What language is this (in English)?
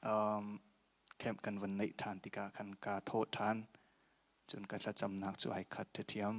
Hakha Chin